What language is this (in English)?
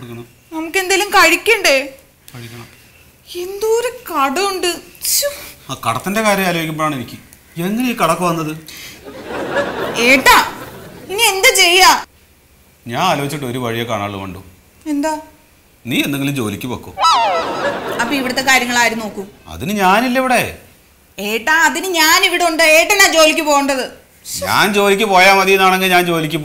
Malayalam